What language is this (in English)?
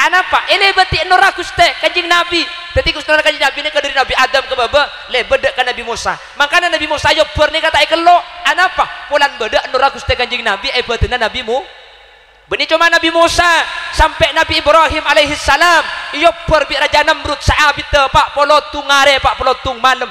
Madurese